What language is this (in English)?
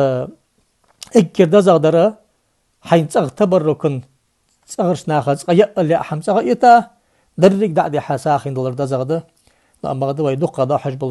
Ingush